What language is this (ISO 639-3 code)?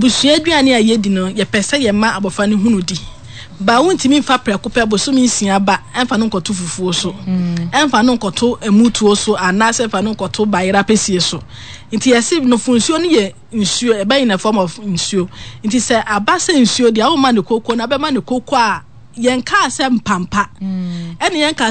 aka